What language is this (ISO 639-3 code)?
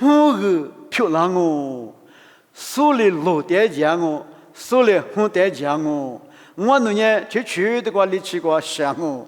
lis